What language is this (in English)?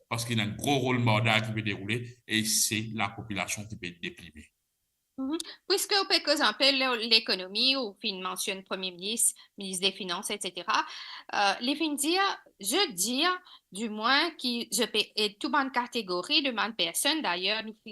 Morisyen